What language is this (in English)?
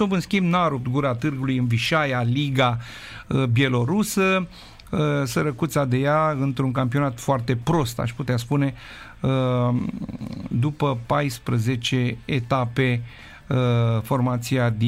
Romanian